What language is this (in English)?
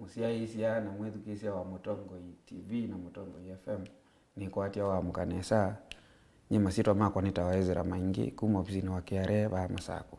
Kamba